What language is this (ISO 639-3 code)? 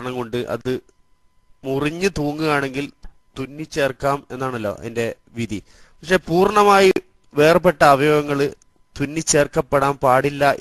mal